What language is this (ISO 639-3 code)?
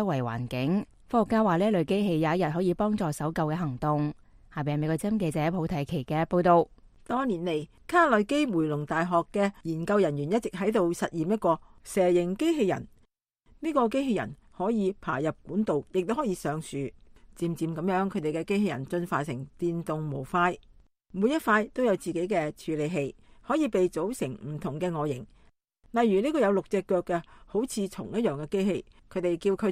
yue